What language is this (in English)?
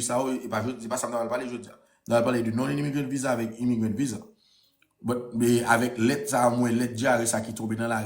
Haitian Creole